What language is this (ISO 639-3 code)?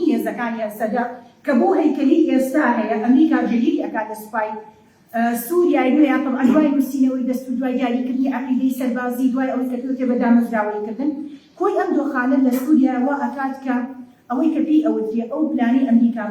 ckb